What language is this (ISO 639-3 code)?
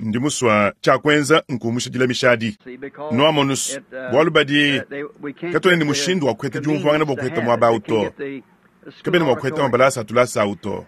lua